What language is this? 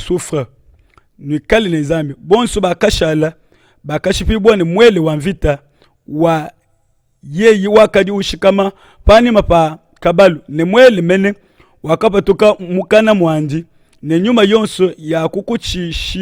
Luba-Lulua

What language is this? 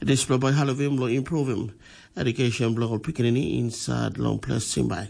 Tok Pisin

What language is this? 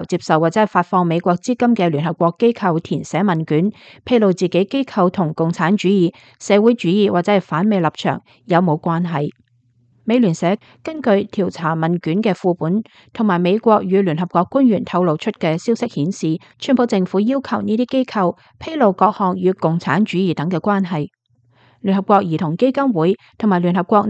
Cantonese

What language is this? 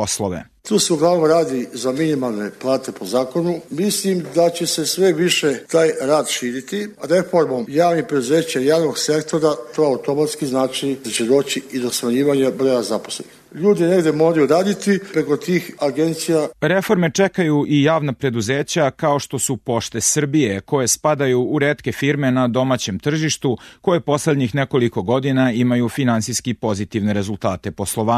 Serbian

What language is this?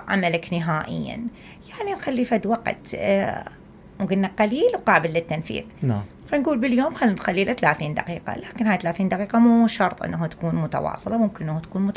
Mesopotamian Arabic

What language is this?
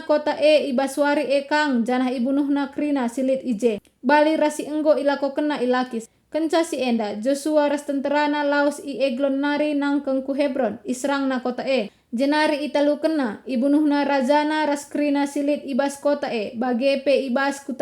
Batak Karo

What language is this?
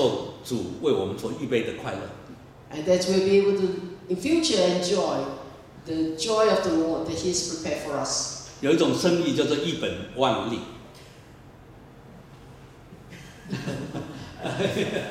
Chinese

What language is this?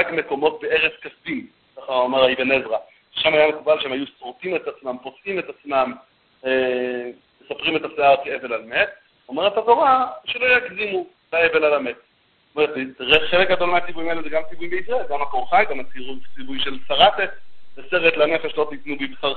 Hebrew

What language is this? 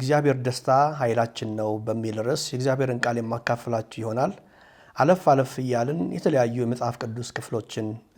Amharic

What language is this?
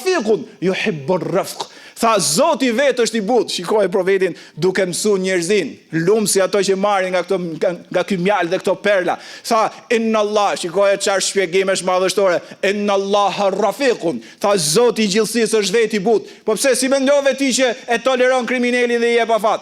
Albanian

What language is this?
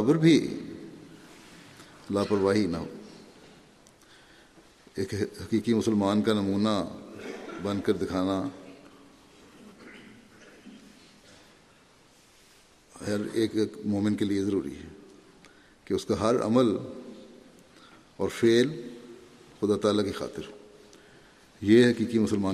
Urdu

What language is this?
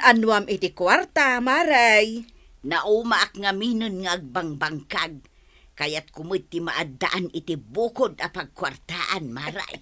Iloko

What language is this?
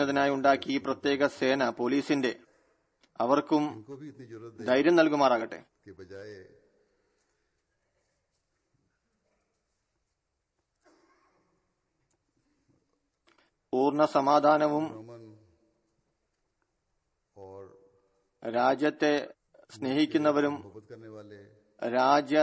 Malayalam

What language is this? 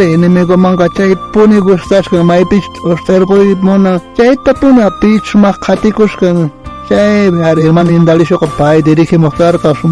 South Bolivian Quechua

